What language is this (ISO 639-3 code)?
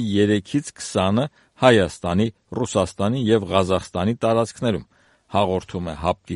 hye